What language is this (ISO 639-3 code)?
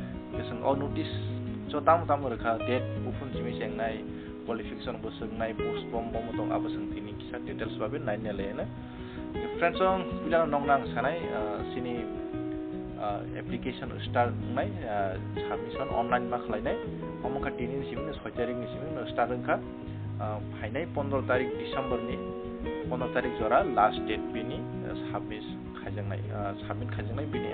trp